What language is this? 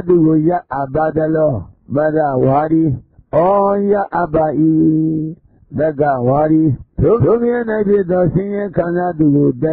Burmese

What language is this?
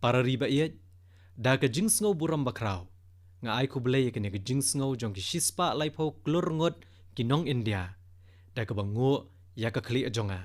Khasi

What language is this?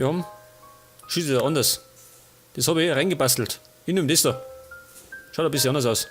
Bavarian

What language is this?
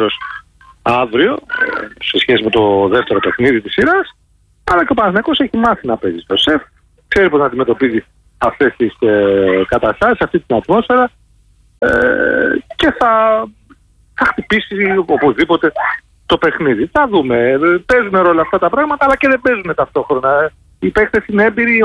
Greek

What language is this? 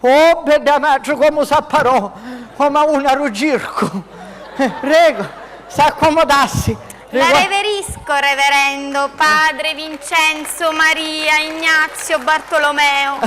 Sicilian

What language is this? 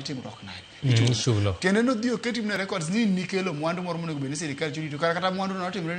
Luo (Kenya and Tanzania)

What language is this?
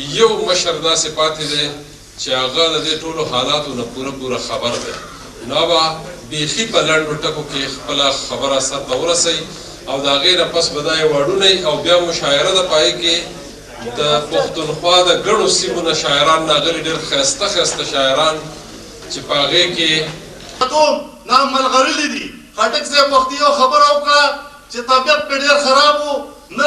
Pashto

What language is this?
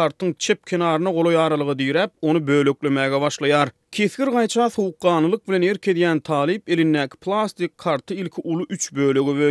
Turkmen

